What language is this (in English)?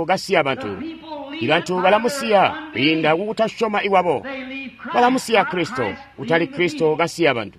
Tonga (Zambia)